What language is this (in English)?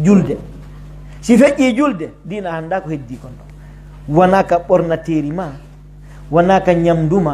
Pular